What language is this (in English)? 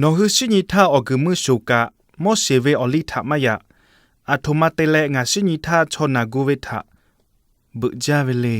Lahu